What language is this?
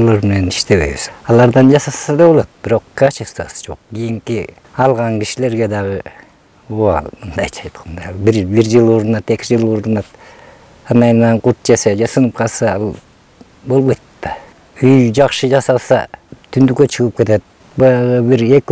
Kyrgyz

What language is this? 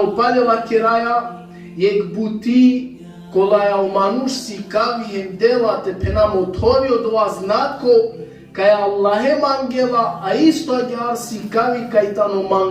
Balkan Romani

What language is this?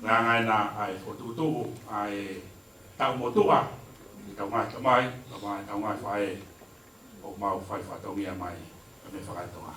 Tongan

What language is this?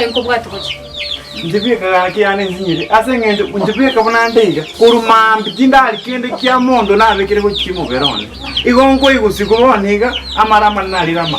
Gusii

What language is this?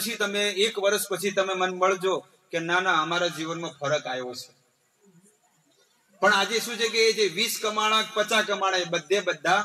Gujarati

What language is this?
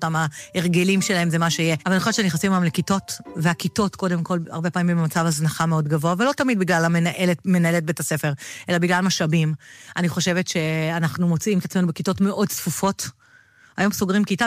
Hebrew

